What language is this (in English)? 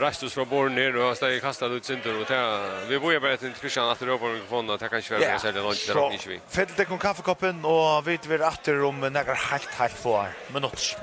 Faroese